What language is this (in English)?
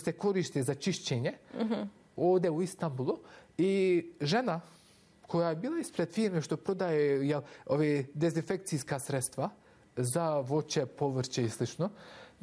Bosnian